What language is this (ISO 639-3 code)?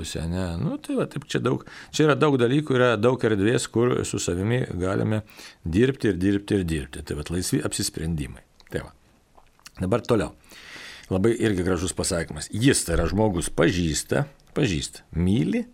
lit